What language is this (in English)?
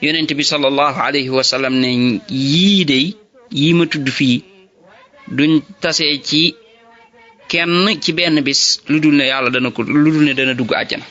Wolof